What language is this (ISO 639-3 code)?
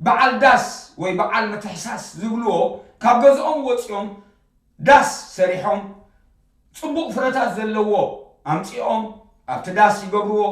tir